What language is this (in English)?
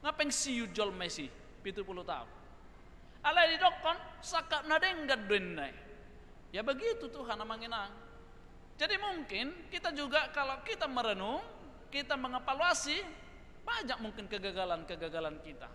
Batak Toba